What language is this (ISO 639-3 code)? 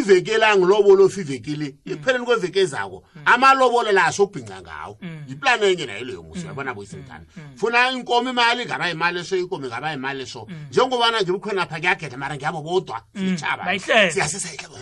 nbl